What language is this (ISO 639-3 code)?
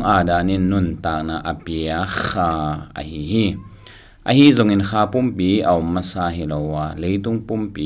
ctd